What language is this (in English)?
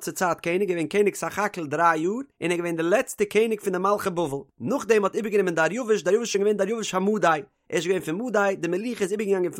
Yiddish